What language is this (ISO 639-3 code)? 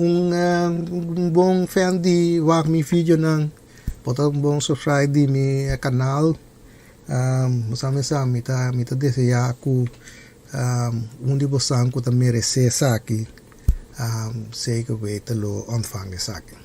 pap